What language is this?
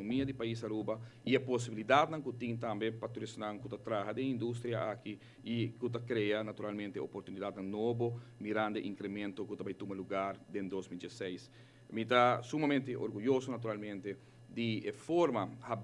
Papiamento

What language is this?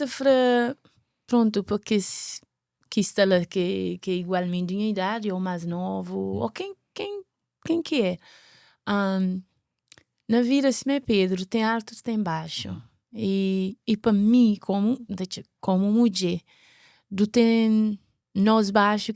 Kabuverdianu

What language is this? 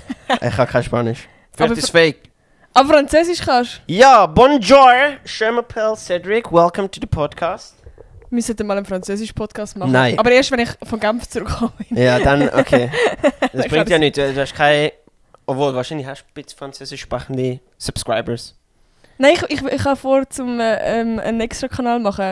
Swiss German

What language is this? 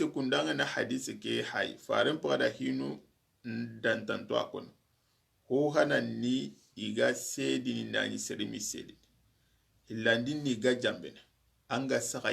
Soninke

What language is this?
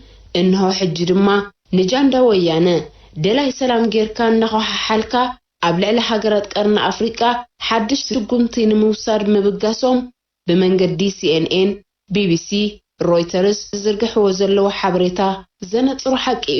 Tigrinya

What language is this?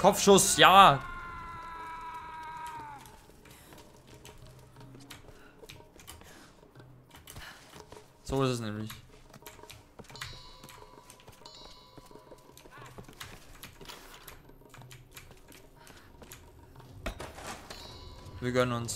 German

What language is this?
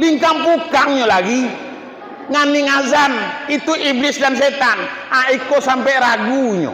Minangkabau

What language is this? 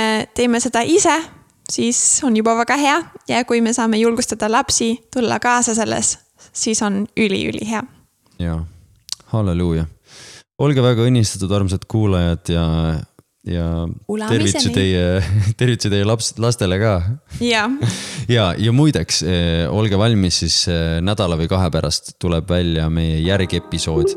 Estonian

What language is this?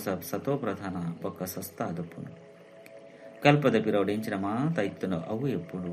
Tulu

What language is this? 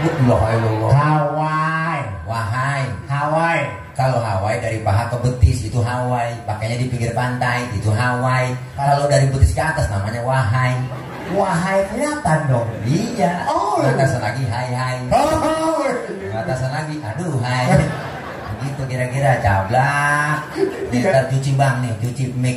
Betawi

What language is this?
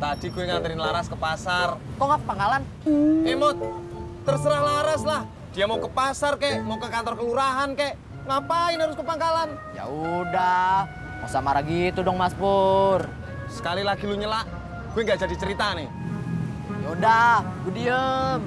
Betawi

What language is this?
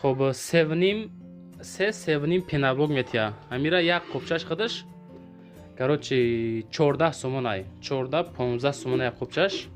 Tajik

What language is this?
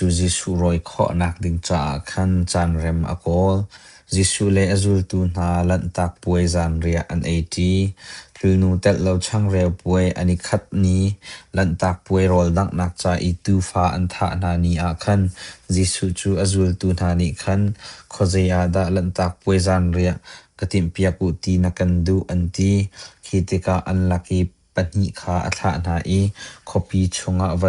Hakha Chin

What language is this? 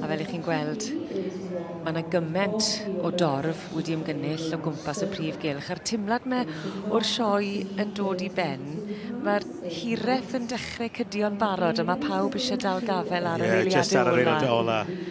Welsh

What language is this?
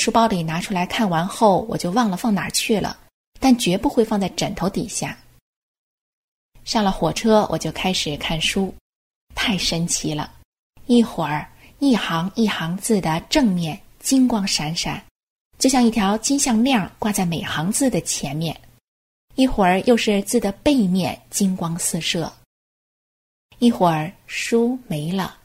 Chinese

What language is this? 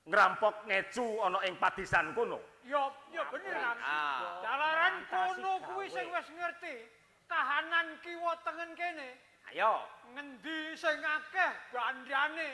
Javanese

